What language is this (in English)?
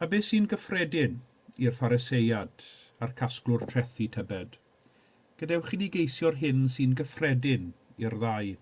Welsh